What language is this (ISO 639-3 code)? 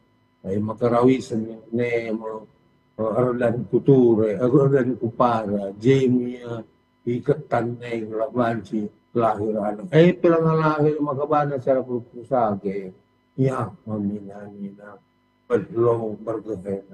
btx